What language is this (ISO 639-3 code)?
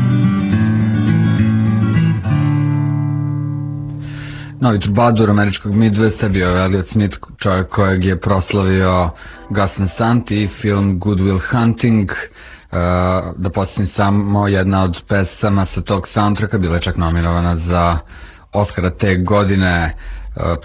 srp